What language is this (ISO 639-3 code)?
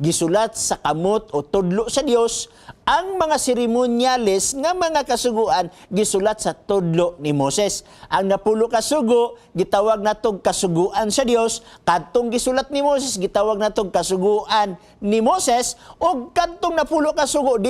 ceb